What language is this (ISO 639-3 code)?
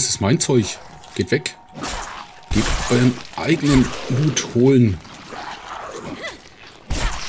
deu